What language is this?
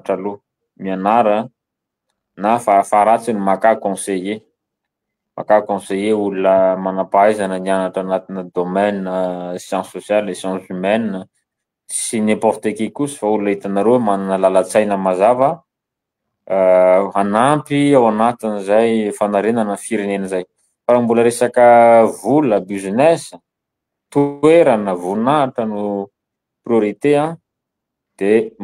Malagasy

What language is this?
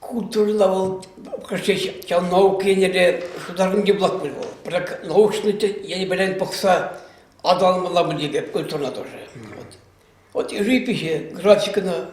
Chuvash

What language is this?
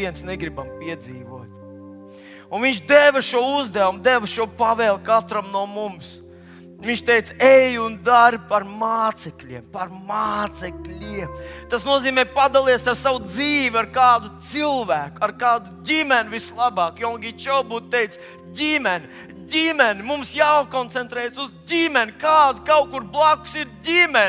Latvian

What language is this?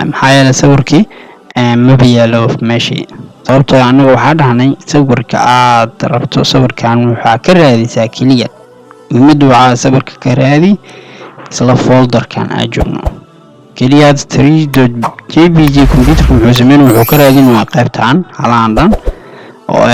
Somali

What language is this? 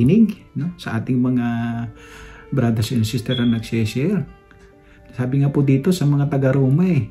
Filipino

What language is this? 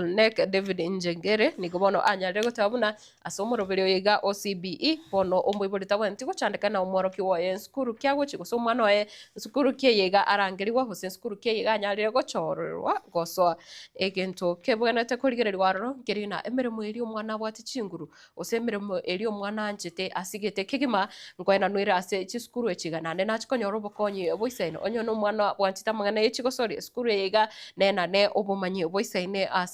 Gusii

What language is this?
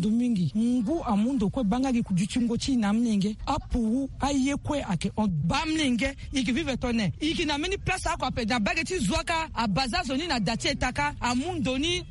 Sango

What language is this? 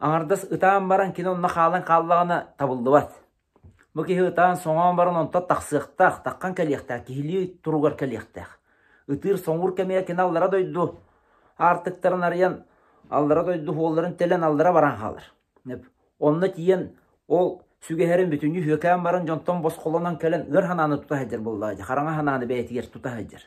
Yakut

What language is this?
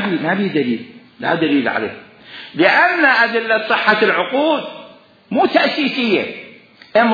Mesopotamian Arabic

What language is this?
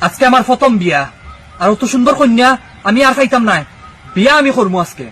Sylheti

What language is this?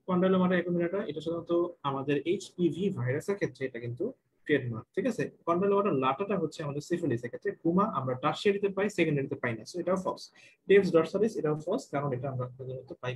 Bangla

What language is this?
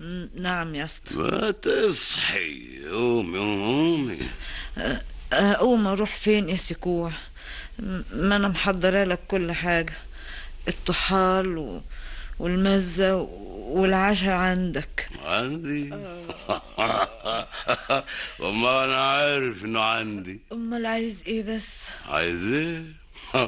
Egyptian Arabic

